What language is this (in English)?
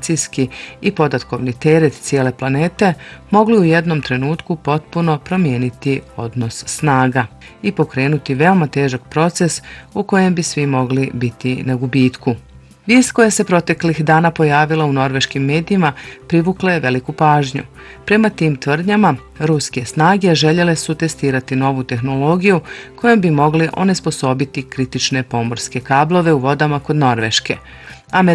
Bosnian